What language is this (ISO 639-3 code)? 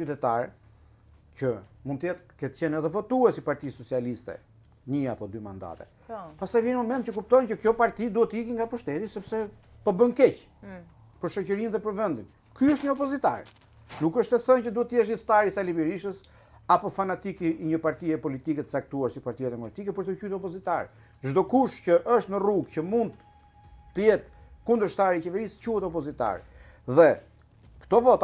sqi